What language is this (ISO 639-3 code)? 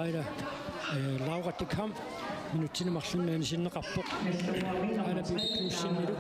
kal